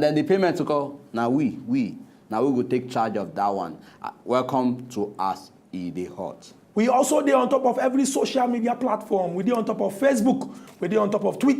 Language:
Nigerian Pidgin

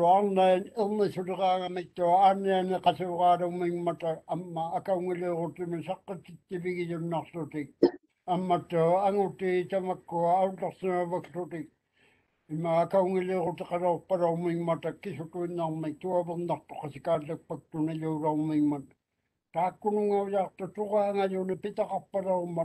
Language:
Māori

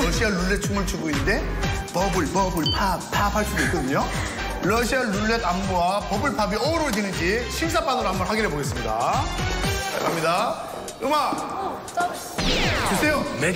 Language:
Korean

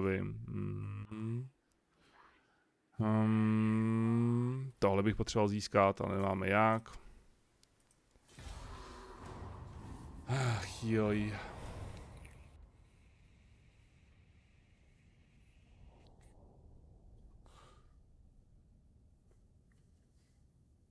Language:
Czech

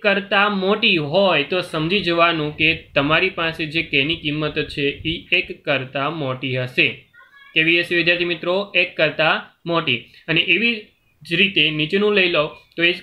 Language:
Gujarati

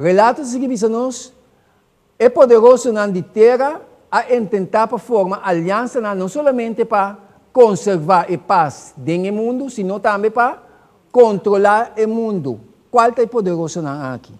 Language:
Papiamento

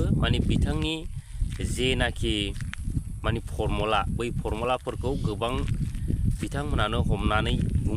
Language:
Bodo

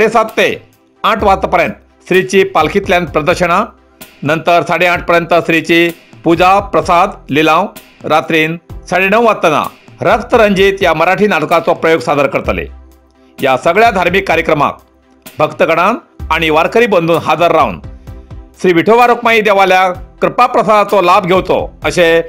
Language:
Konkani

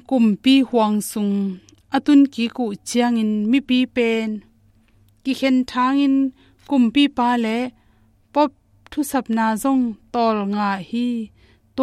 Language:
Tedim Chin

